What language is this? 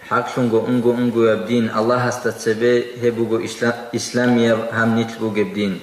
Avaric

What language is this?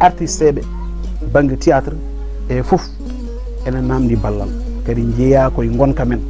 Fula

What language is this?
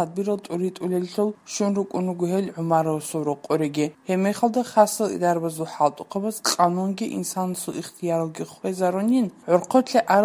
Avaric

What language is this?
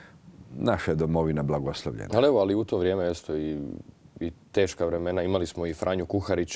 Croatian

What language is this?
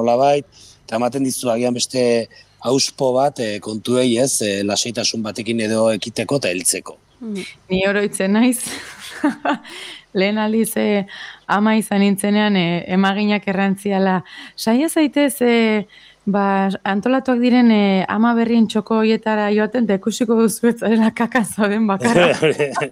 Basque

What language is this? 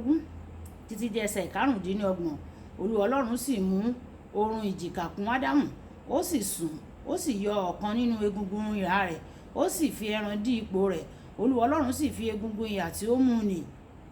Yoruba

